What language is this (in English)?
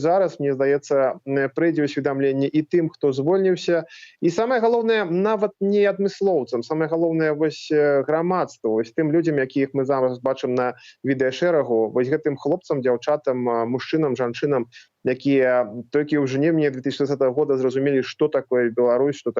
Belarusian